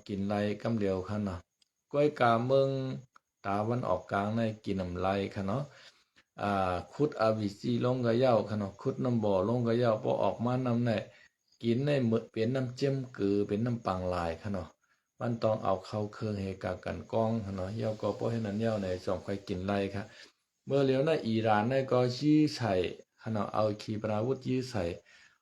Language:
Shan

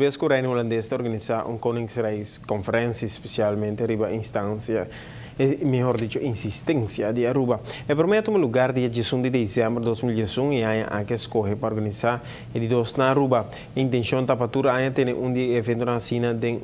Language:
Papiamento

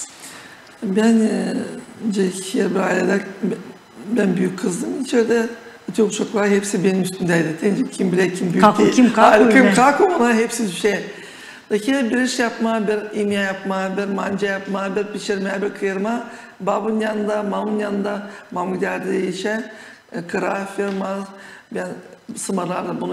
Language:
Gagauz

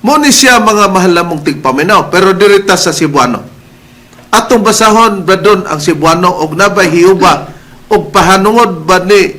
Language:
Cebuano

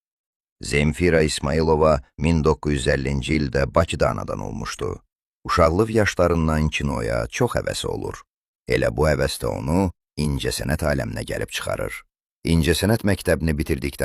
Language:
Azerbaijani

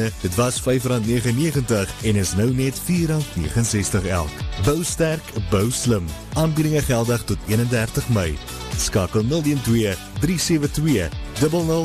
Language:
Afrikaans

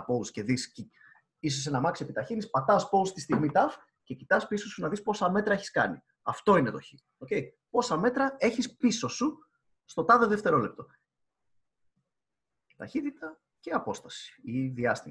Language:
Greek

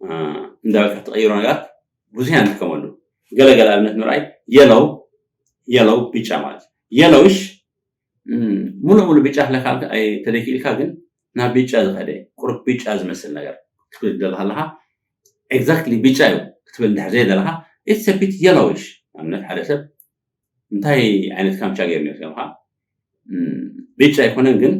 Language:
Tigrinya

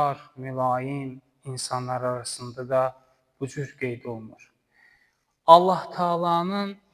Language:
Azerbaijani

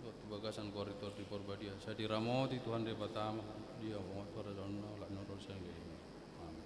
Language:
Batak Toba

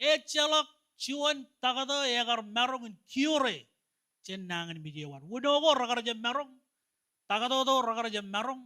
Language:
Marshallese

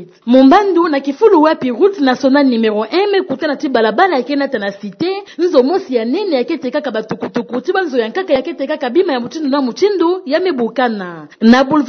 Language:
Kituba (Democratic Republic of Congo)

